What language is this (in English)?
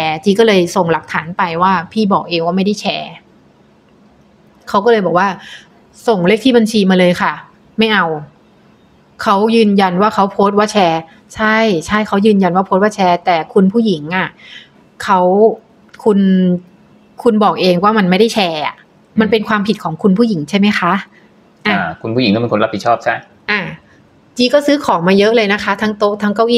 Thai